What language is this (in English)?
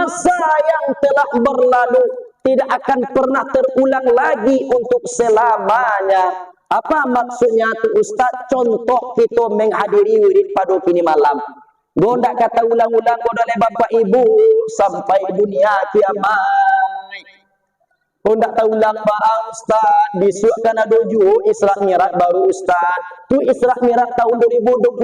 Minangkabau